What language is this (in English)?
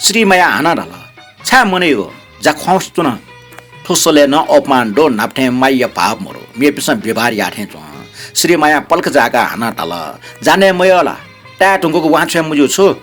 Newari